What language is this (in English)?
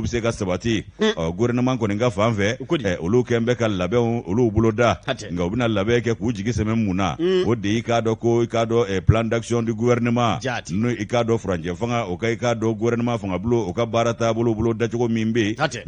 Bambara